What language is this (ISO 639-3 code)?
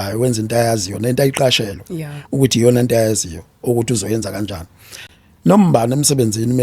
zul